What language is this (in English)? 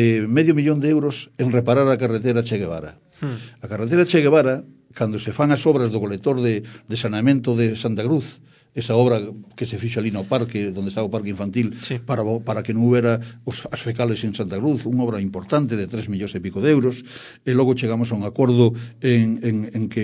Galician